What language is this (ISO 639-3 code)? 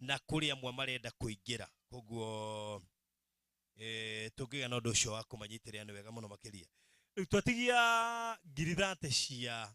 kik